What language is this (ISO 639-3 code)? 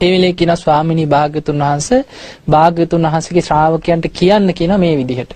sin